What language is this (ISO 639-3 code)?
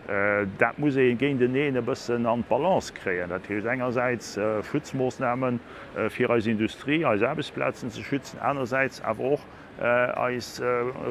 ltz